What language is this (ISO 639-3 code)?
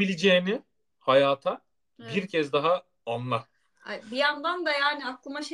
tur